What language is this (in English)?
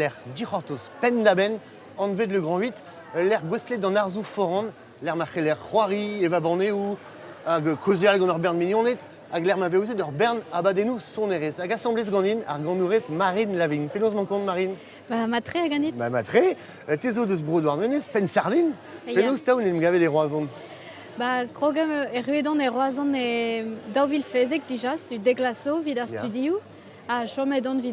Breton